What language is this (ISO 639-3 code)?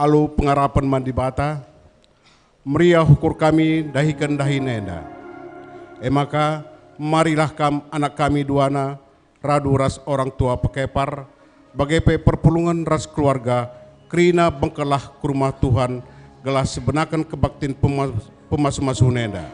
btx